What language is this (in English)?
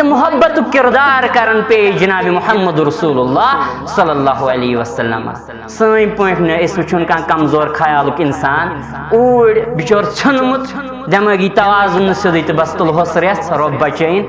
Kashmiri